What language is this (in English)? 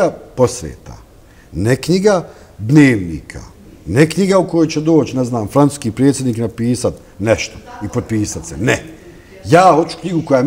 Bosnian